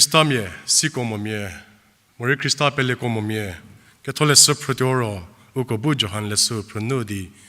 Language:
Angami Naga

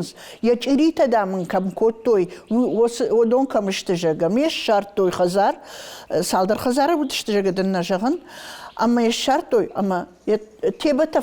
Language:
Ossetic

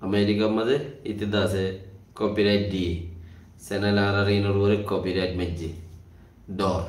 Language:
Rohingya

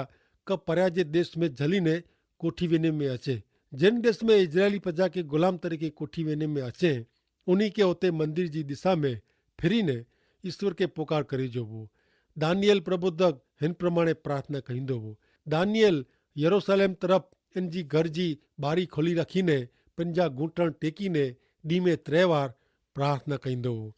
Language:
Kachhi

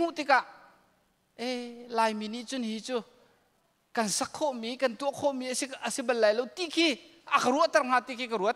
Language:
Hakha Chin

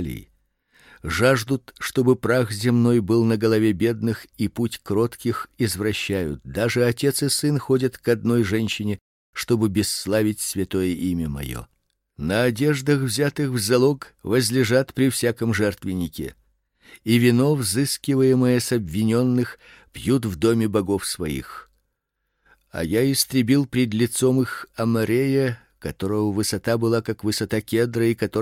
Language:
Russian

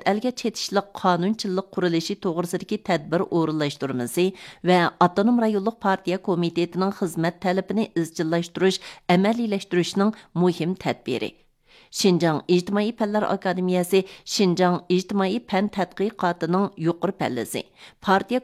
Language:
Uyghur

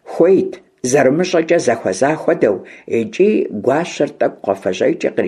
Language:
Kabardian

